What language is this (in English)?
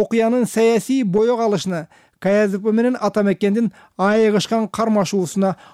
Kyrgyz